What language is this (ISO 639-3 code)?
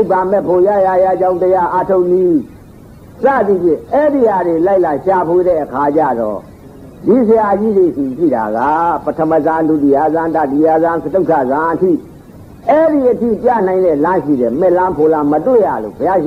mya